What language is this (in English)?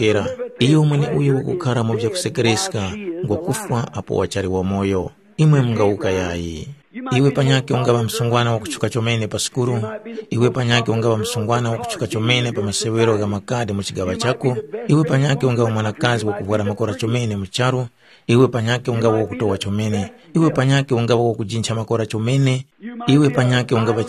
Tumbuka